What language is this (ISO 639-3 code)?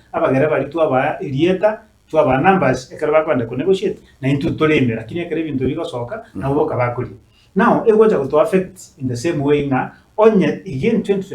guz